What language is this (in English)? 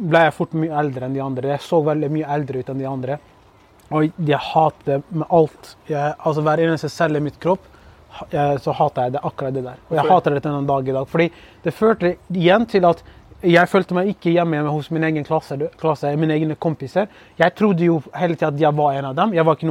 Norwegian